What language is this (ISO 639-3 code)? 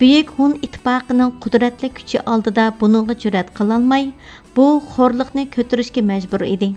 uig